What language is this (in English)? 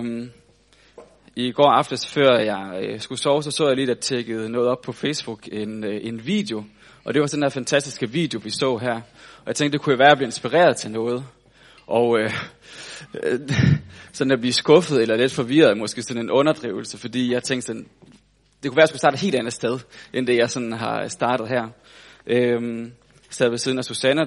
Danish